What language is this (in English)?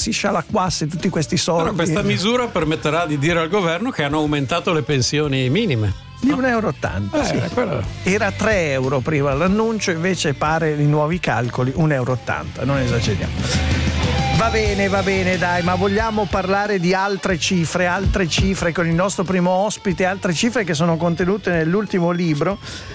Italian